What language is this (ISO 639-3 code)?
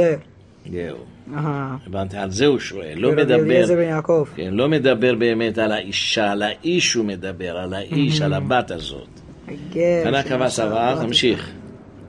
heb